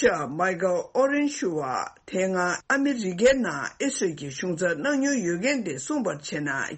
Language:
Tibetan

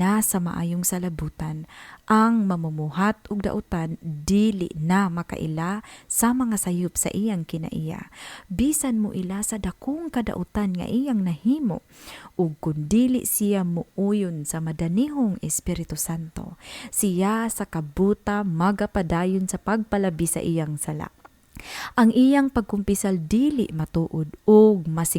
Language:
Cebuano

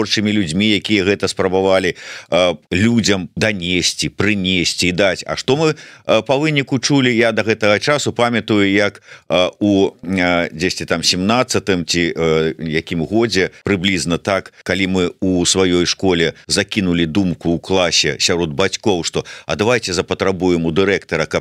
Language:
Belarusian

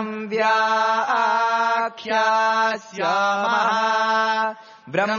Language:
Sanskrit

